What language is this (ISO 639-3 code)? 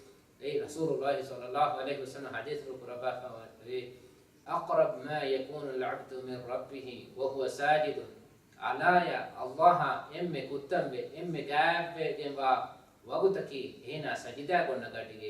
div